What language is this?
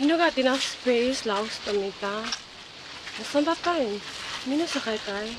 Tok Pisin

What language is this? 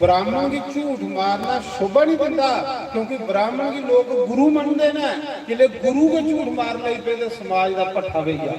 Dogri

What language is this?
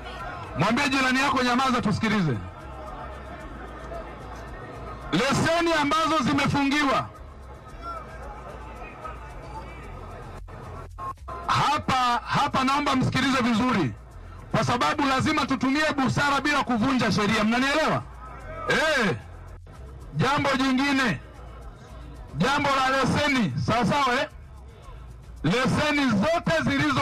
Swahili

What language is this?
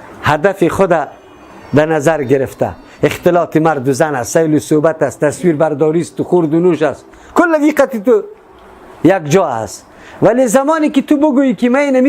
Persian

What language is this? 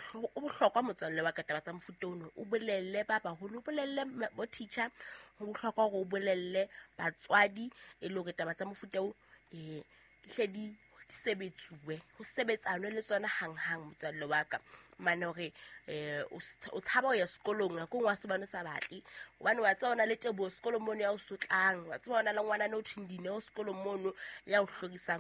Southern Sotho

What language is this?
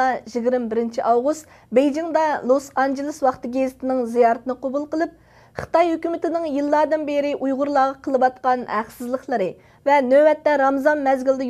Uyghur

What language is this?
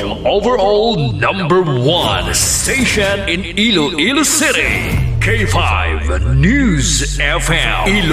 Hiligaynon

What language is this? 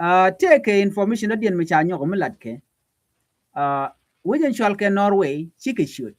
Nuer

